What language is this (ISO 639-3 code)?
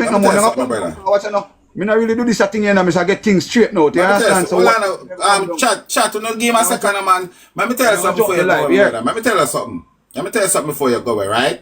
jam